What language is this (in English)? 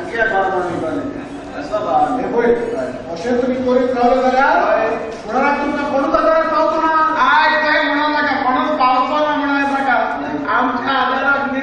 Konkani